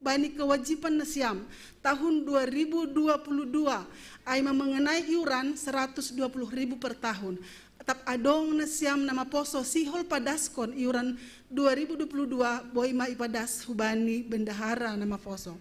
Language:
Batak Simalungun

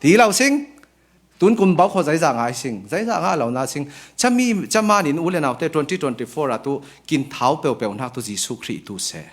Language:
Falam Chin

